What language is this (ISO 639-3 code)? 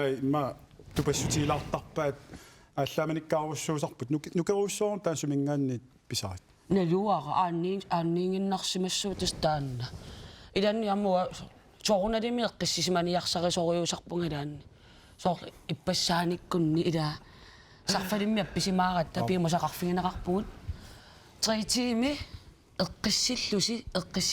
kal